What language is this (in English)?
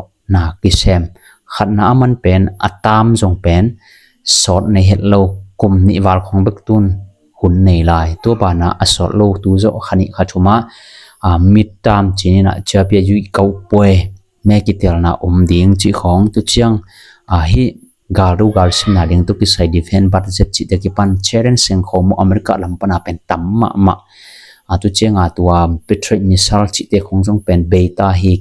Tedim Chin